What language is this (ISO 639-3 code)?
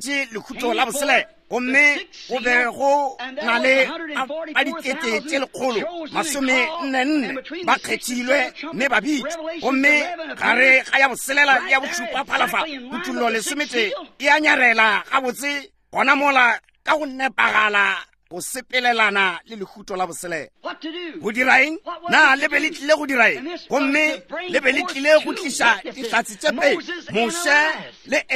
nso